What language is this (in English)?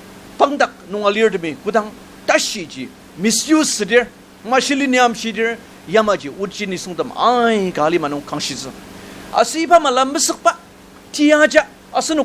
Ao Naga